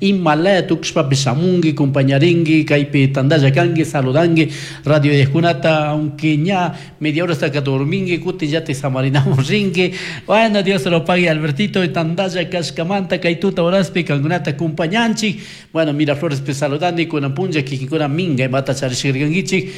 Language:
Chimborazo Highland Quichua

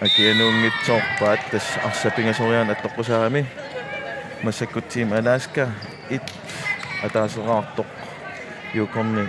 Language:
Kalaallisut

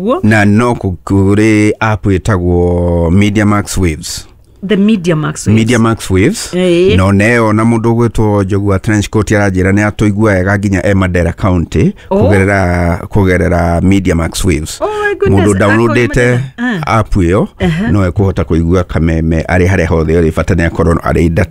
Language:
Kikuyu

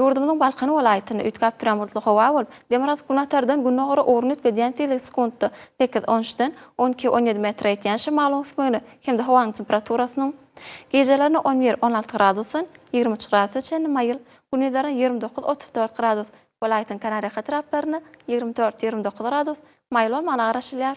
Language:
Turkmen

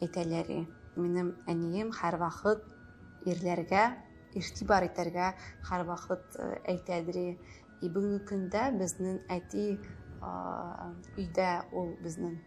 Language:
Tatar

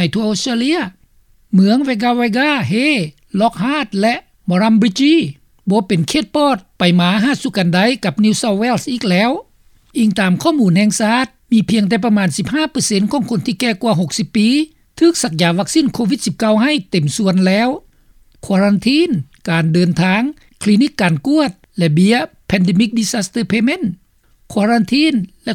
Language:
Lao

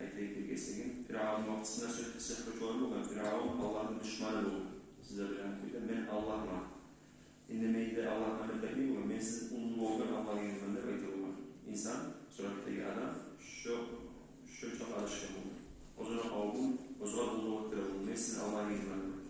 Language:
Kumyk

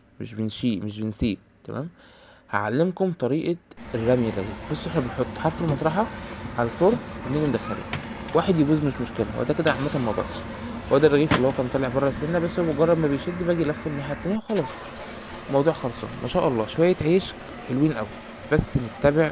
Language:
Egyptian Arabic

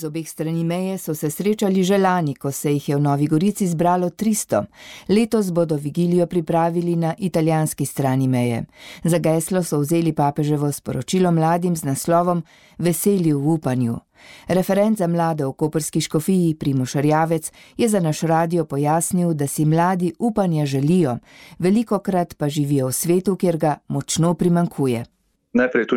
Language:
Slovenian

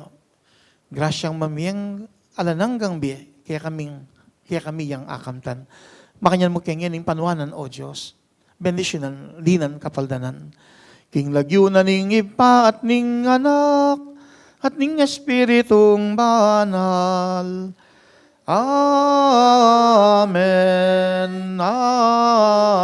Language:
Pampanga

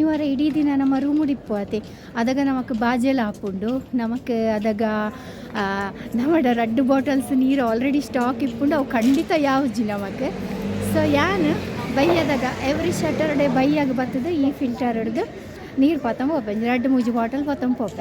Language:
Tulu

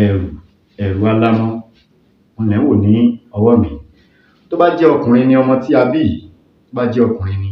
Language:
Yoruba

